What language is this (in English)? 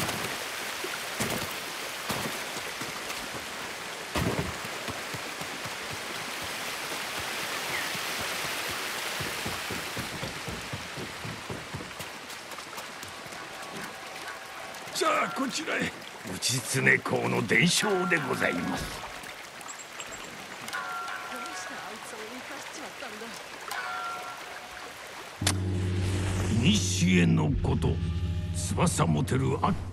Japanese